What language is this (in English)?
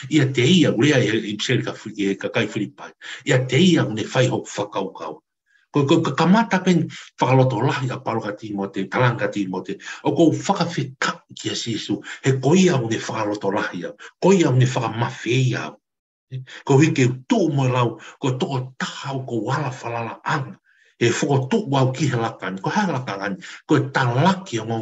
Tongan